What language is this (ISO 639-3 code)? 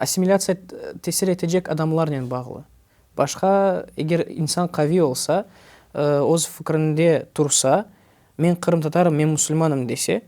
crh